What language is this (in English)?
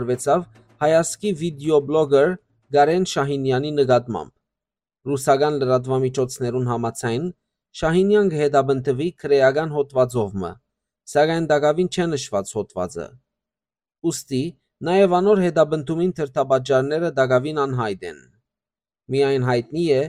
Western Armenian